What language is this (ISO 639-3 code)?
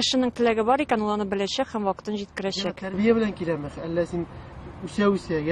tat